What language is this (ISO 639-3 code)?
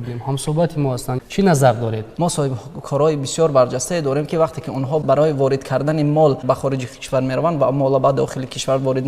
tgk